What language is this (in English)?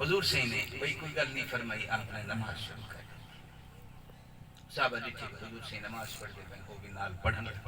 Saraiki